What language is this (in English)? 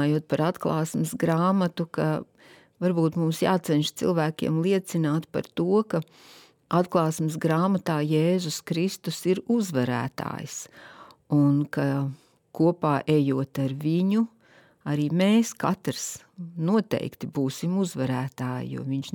Latvian